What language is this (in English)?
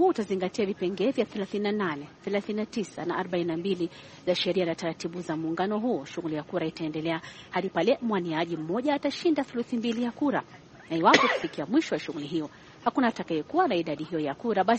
Swahili